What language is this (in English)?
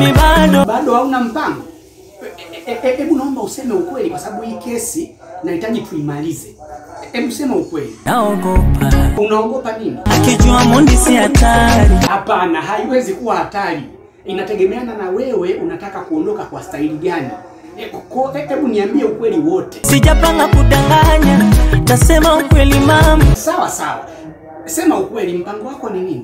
Swahili